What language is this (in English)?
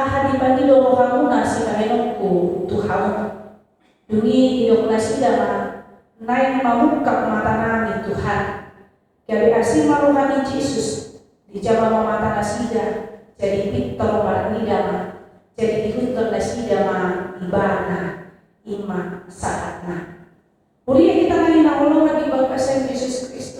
Batak Toba